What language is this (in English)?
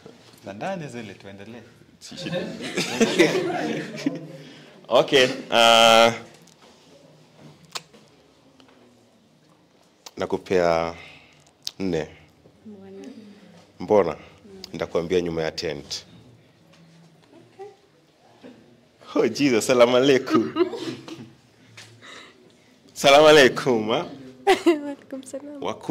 Swahili